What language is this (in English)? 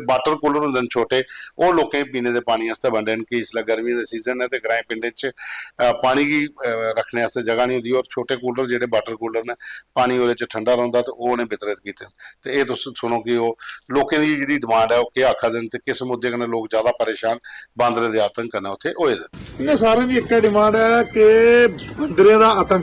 Dogri